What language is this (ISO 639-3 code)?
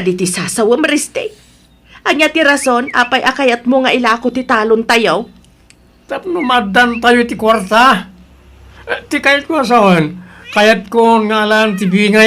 ilo